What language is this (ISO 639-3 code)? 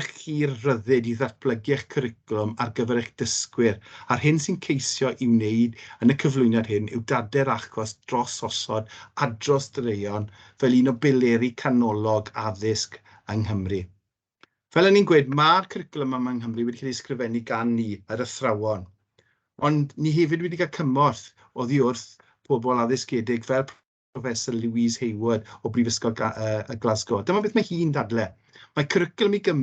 cym